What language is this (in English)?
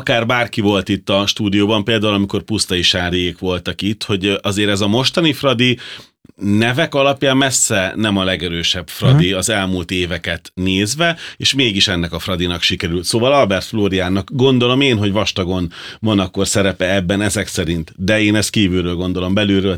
Hungarian